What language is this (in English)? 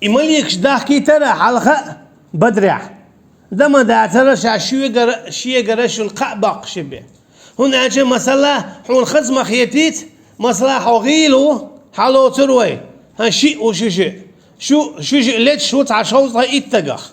Chechen